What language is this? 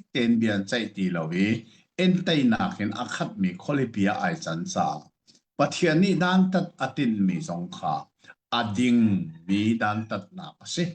Hakha Chin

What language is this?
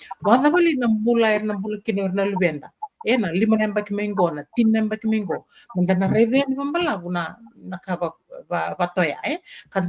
Fijian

